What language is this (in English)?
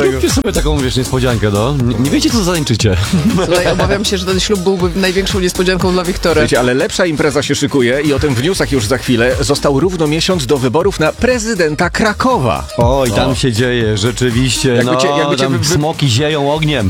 Polish